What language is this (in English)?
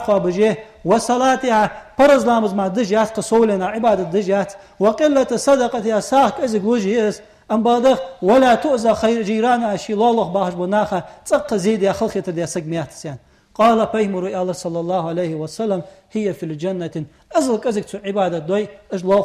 Ingush